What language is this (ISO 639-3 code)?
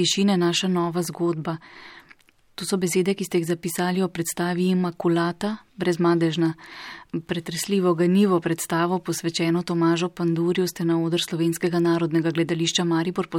slv